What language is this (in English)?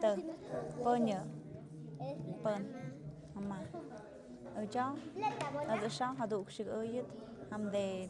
Tlahuitoltepec Mixe